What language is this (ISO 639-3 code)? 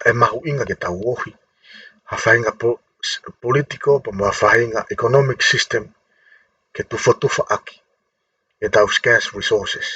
ton